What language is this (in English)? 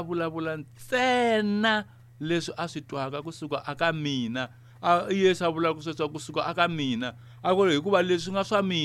Tsonga